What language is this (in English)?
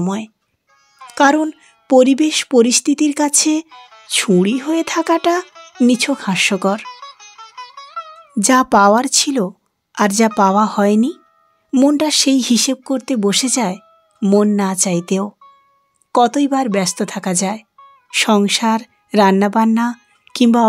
Bangla